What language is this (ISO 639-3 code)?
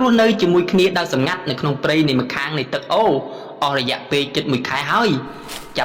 khm